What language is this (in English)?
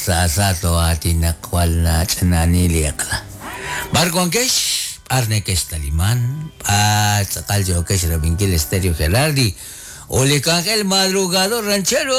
Kekchí